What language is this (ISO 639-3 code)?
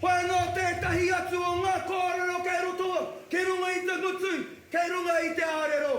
mri